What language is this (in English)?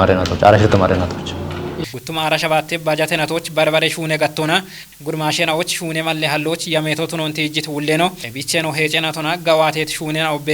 Kafa